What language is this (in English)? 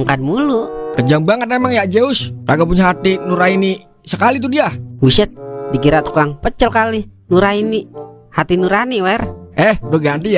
Betawi